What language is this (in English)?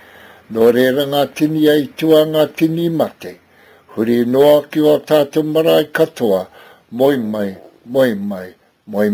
Māori